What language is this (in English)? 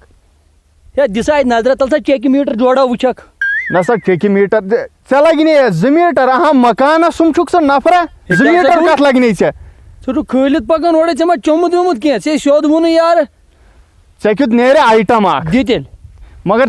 Kashmiri